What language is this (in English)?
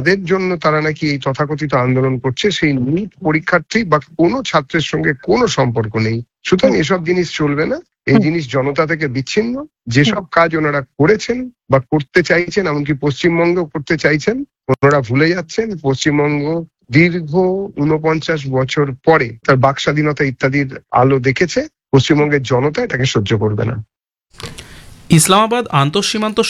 Bangla